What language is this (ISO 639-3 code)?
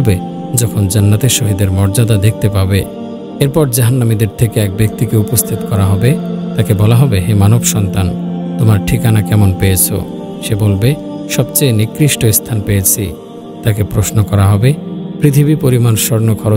ben